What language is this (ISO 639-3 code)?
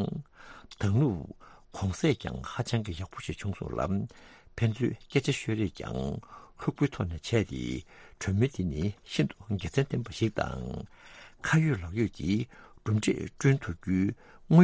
bod